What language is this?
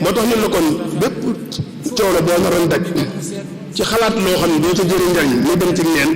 Wolof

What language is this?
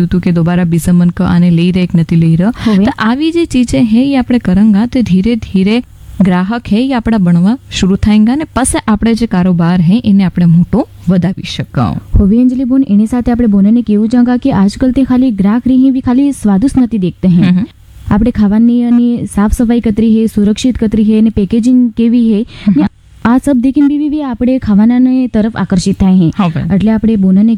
Gujarati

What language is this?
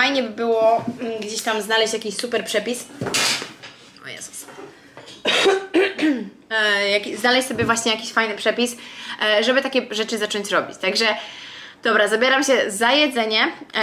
Polish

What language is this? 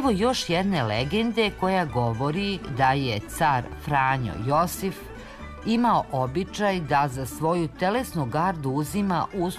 Serbian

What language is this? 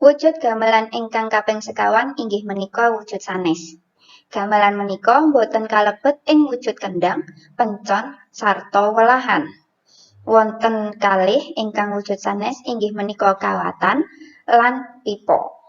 Javanese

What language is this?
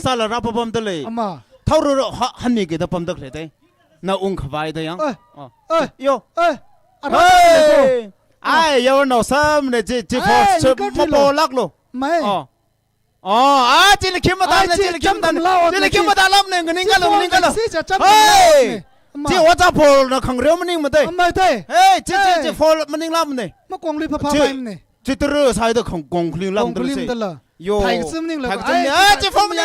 Tangkhul Naga (India)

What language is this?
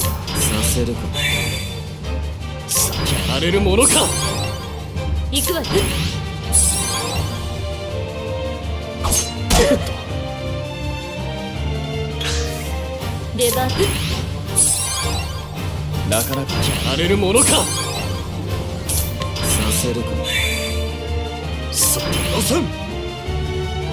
Japanese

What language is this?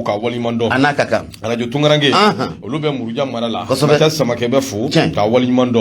Bambara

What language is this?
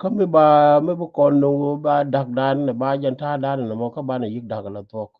Nuer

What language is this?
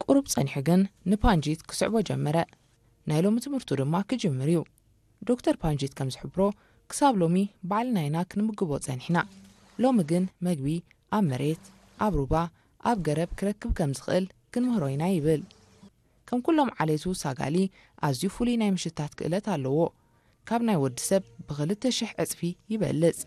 Tigrinya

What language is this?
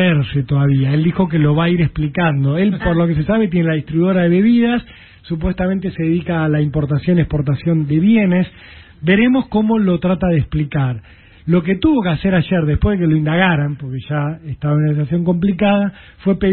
Spanish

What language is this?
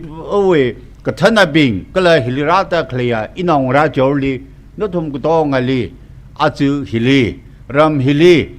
Tangkhul Naga (India)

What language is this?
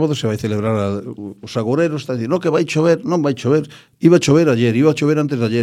Galician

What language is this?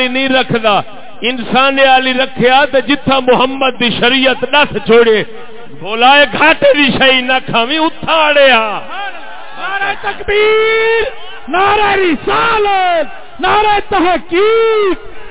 Saraiki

